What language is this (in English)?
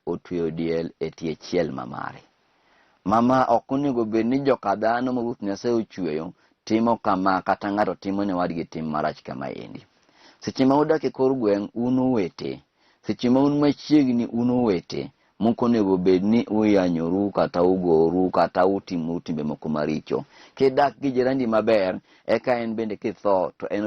Luo (Kenya and Tanzania)